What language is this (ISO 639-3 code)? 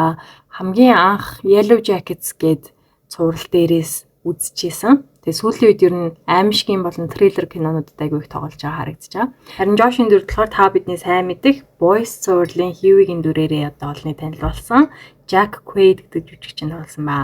mon